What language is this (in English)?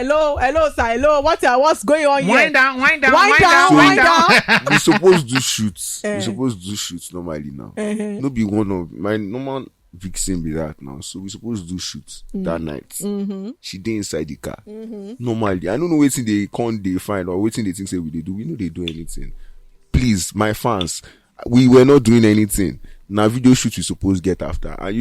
Nigerian Pidgin